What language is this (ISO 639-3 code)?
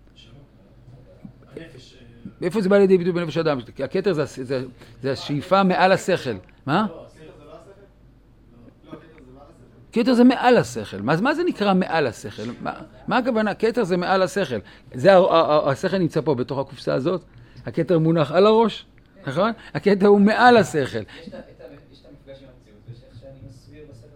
heb